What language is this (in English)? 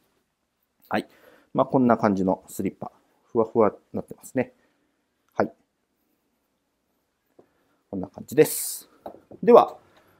Japanese